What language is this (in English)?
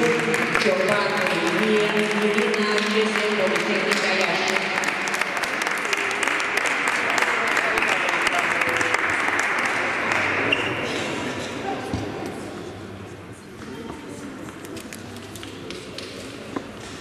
Romanian